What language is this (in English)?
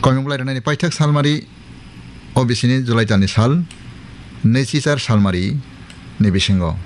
Kok Borok